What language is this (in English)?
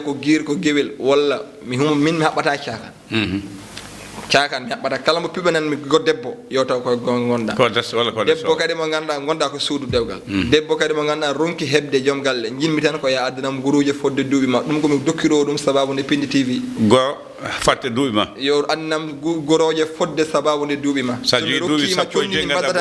Fula